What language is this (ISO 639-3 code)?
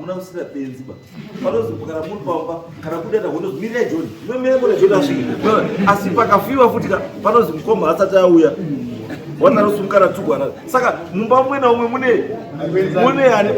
sna